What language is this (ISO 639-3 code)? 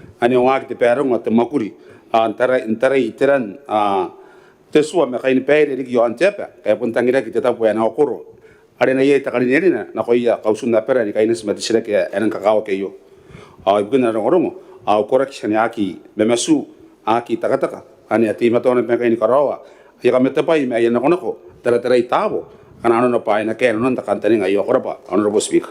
gil